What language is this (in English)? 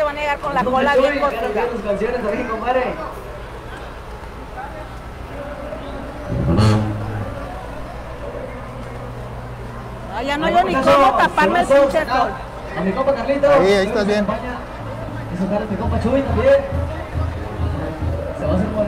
Spanish